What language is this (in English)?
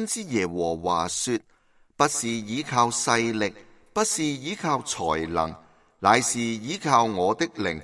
Cantonese